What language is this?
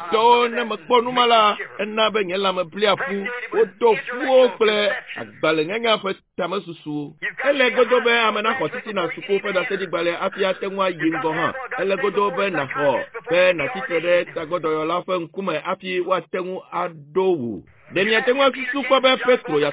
Ewe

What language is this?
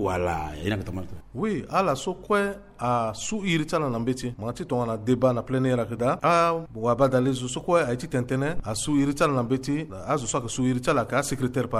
Sango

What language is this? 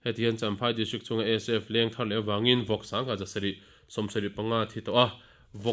Mizo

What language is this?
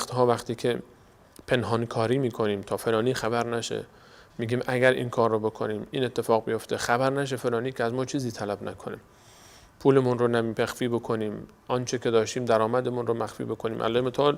Persian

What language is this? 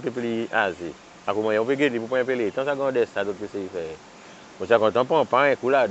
Seselwa Creole French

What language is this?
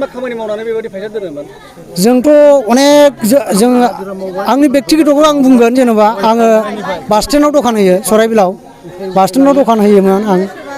Bodo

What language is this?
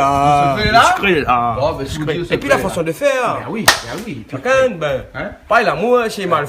Réunion Creole French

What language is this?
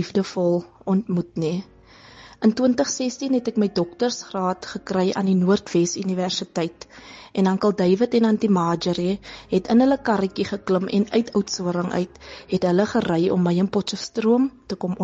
Afrikaans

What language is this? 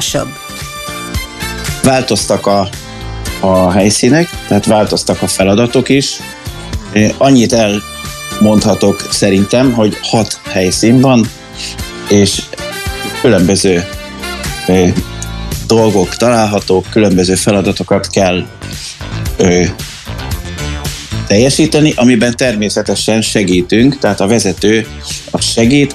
Hungarian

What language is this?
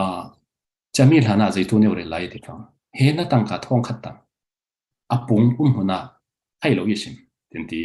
Falam Chin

